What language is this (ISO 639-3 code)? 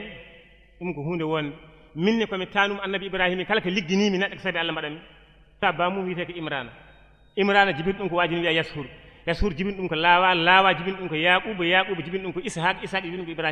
ful